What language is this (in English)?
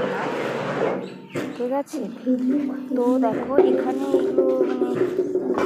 Bangla